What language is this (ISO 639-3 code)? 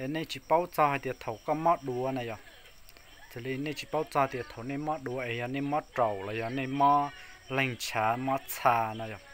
hmn